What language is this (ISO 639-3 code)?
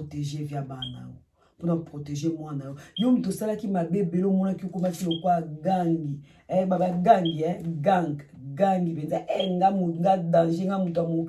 lin